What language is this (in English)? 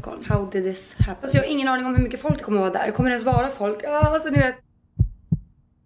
Swedish